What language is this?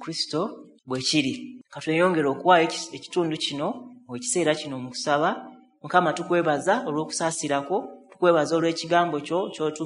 Ganda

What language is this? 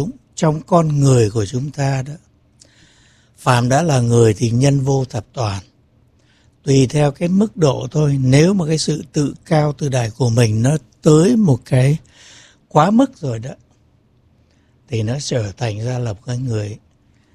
Vietnamese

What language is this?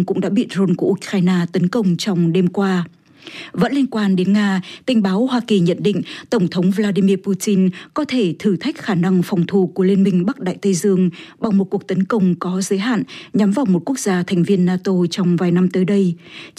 Vietnamese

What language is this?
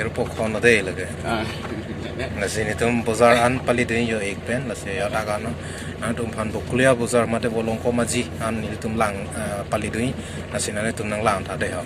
Karbi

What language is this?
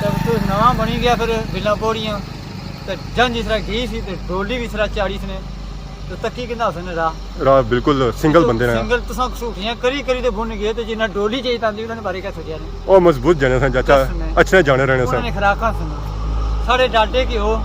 Pahari-Potwari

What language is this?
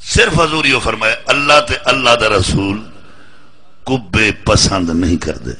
Saraiki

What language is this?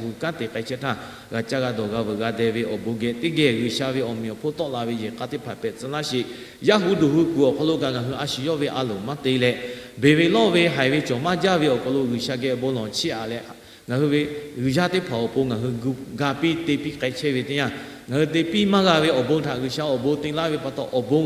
Lahu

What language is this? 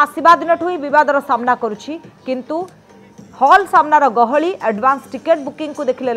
Odia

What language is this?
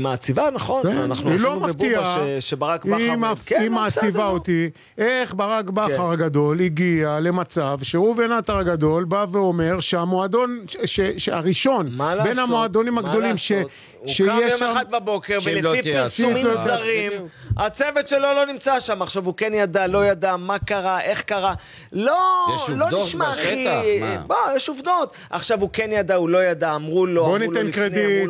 Hebrew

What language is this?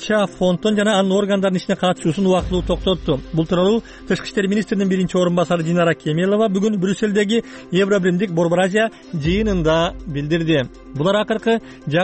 Kyrgyz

